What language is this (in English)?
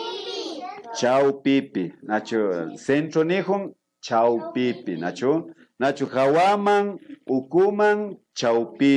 Imbabura Highland Quichua